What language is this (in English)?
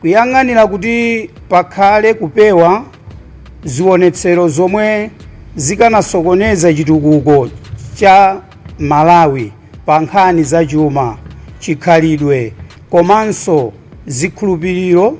Nyanja